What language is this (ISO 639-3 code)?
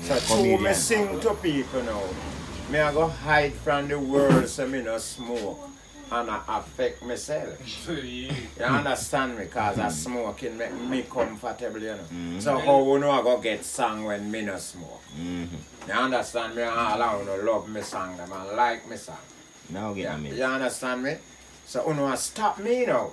jam